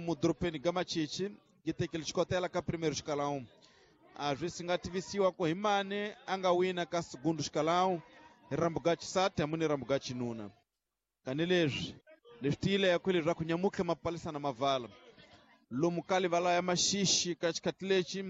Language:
Tsonga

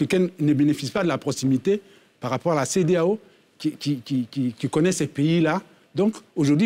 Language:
French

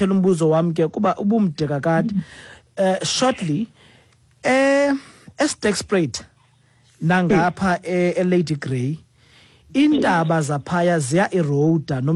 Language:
Xhosa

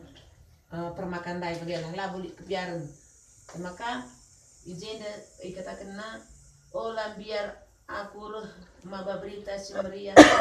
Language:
Batak Karo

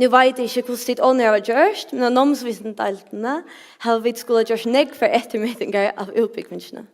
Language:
Faroese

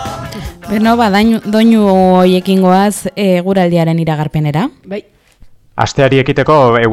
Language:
Basque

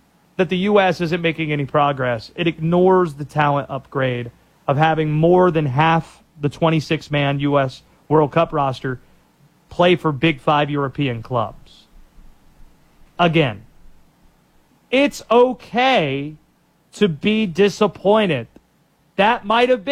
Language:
English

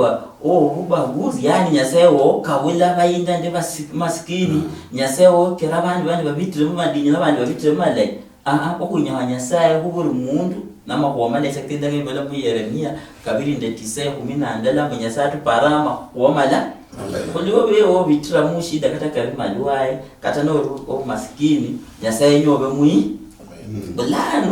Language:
Luyia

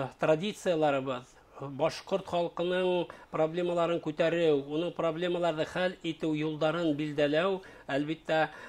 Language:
Bashkir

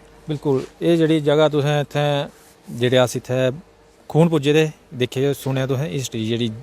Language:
Dogri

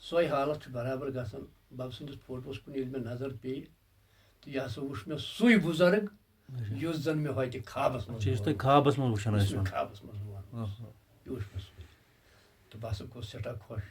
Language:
Kashmiri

